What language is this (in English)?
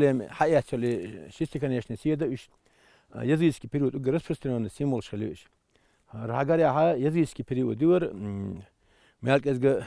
Chechen